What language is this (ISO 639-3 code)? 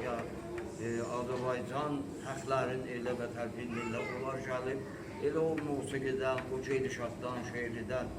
azb